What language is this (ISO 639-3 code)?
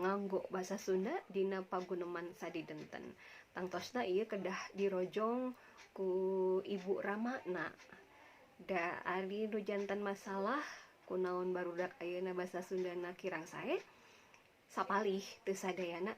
sun